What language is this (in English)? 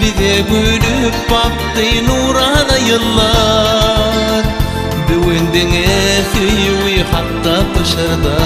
Turkmen